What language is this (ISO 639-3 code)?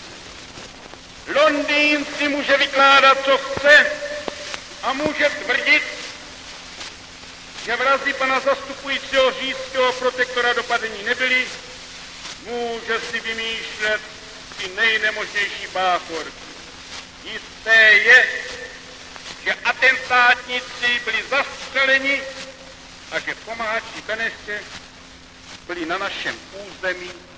ces